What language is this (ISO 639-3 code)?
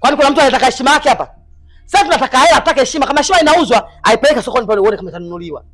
swa